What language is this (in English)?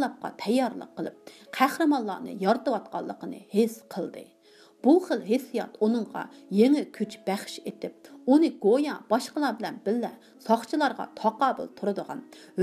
Uyghur